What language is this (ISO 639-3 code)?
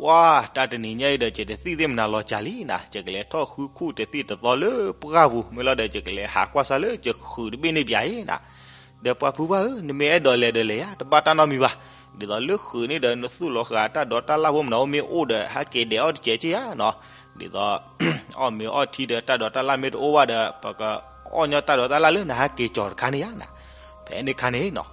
ksw